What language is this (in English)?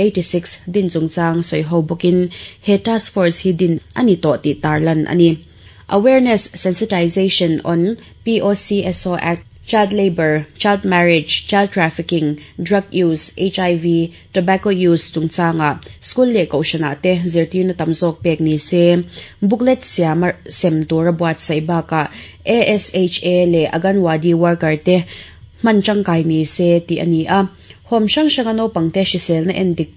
Mizo